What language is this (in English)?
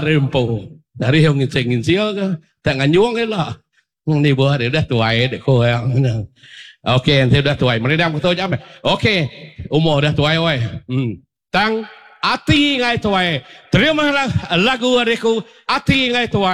Iban